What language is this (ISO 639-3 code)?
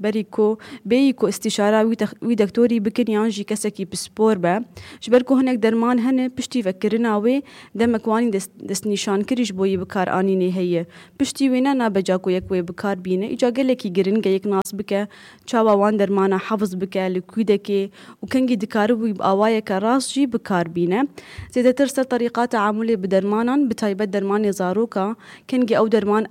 kur